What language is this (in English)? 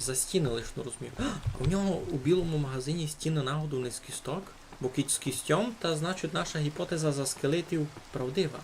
Rusyn